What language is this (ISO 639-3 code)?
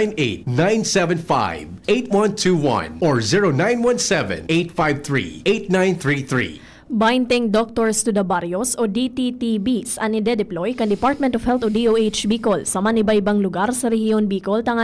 bik